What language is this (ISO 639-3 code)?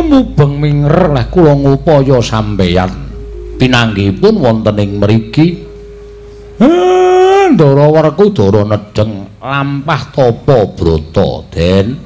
jav